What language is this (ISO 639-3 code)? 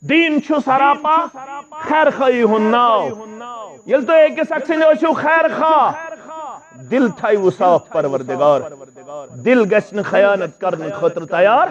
kas